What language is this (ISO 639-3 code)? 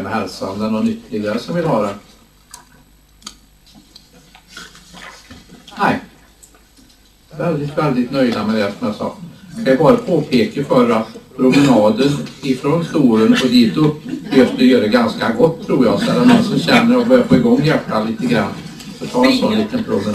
swe